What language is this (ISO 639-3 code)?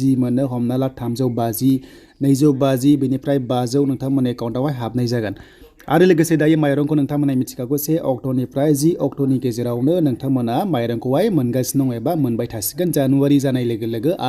brx